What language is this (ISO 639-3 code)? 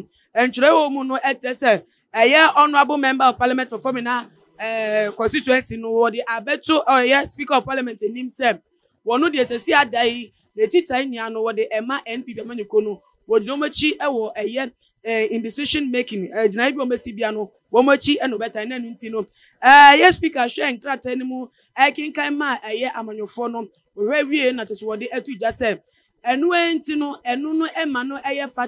aka